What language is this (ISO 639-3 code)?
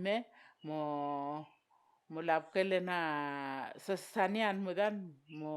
vao